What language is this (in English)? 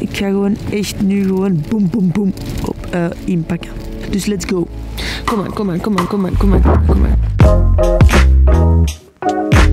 Dutch